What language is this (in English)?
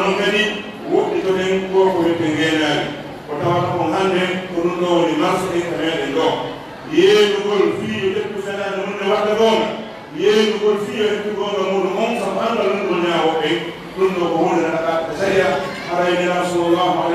Pular